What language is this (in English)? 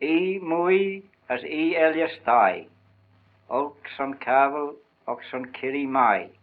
Manx